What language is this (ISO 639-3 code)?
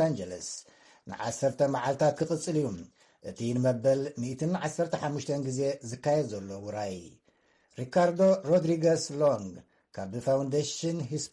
tir